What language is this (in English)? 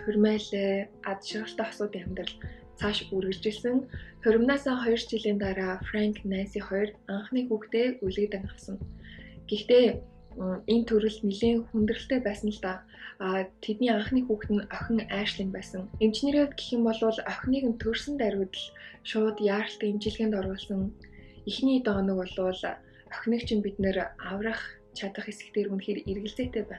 Mongolian